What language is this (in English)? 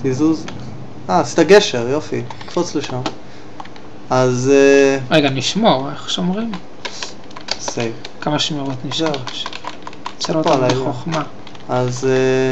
Hebrew